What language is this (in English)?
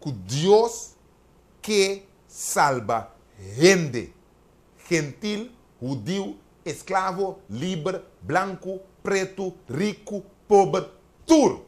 Papiamento